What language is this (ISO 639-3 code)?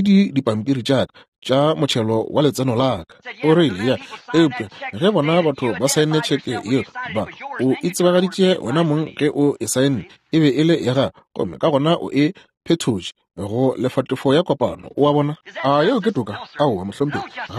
nso